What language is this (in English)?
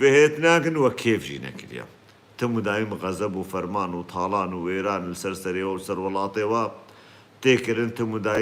Kurdish